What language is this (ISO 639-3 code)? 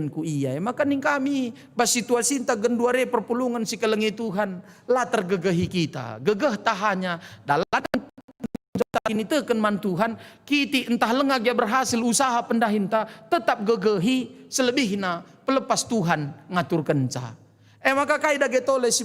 btx